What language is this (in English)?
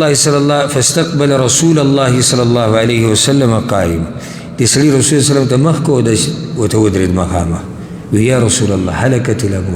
Pashto